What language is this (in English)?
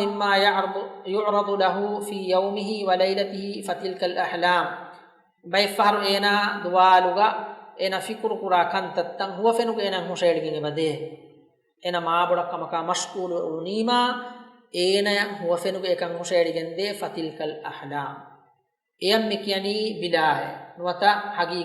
Divehi